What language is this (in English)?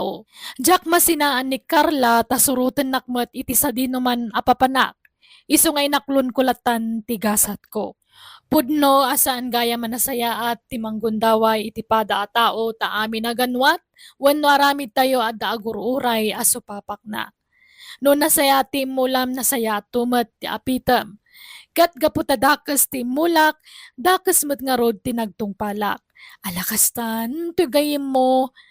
Iloko